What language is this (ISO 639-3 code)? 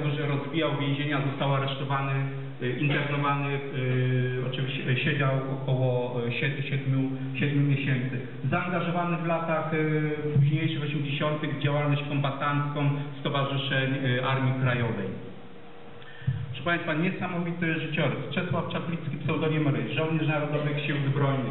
pol